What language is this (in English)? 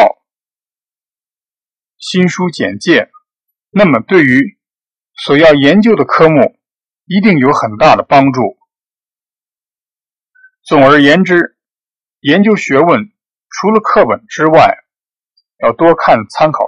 Chinese